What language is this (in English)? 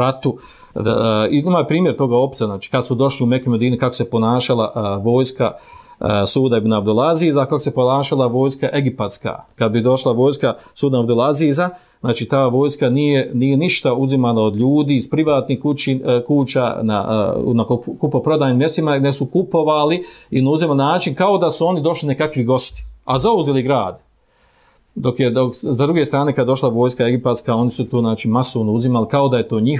Bosnian